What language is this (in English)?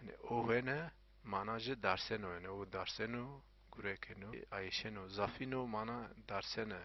Zaza